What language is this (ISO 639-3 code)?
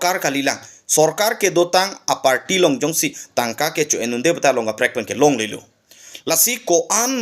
mjw